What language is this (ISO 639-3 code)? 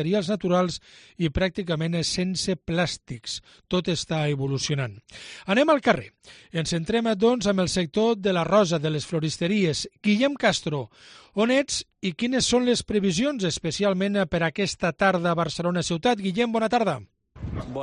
cat